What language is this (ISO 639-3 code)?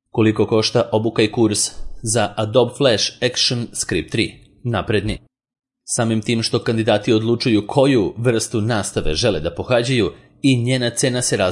srp